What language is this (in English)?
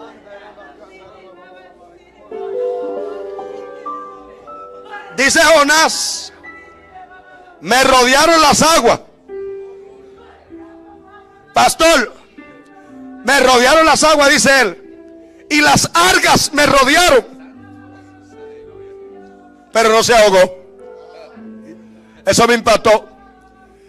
Spanish